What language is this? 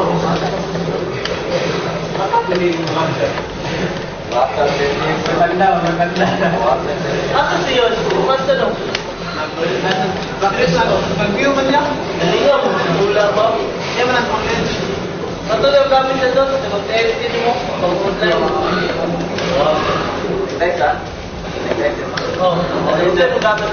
Filipino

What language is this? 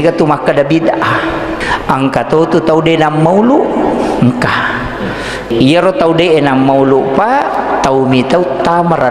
Buginese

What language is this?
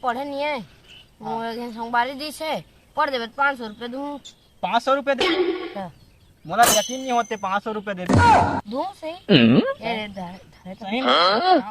Chhattisgarhi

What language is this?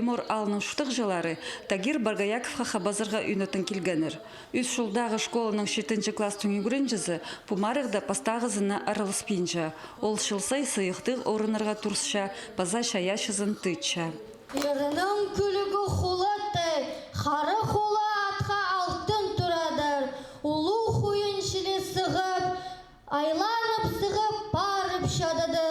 Khakas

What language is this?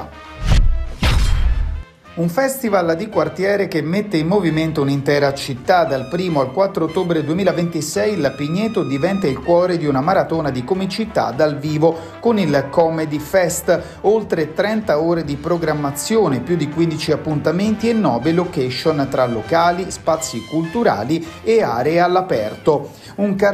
Italian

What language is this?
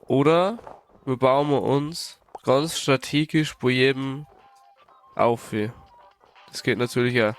Bavarian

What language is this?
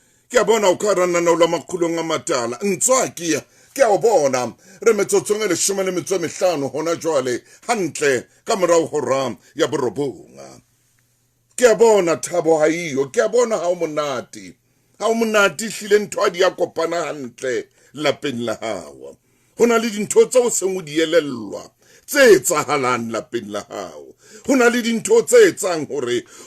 Southern Sotho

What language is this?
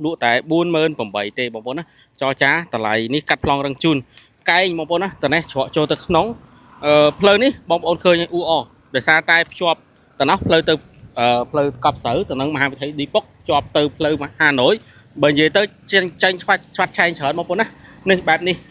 Khmer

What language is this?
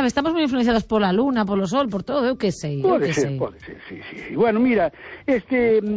Galician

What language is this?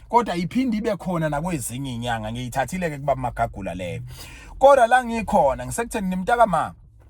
Zulu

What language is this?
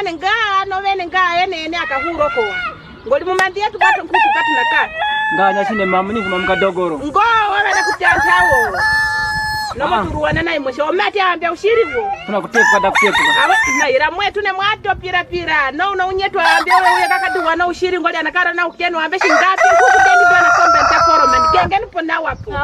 Kwangali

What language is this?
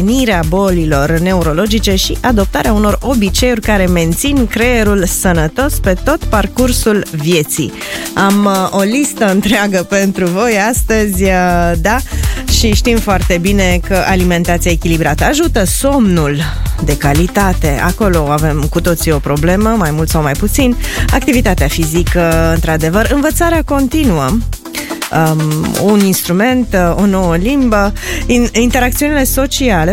Romanian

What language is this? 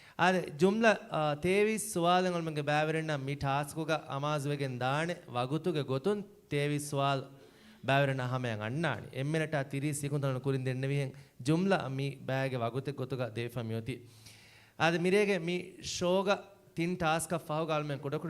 Divehi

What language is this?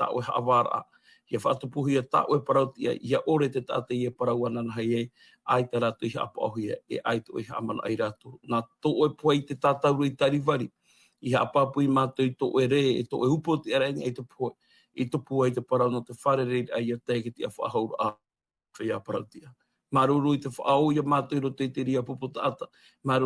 Tahitian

